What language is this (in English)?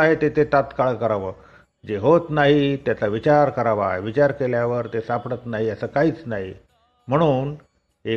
Marathi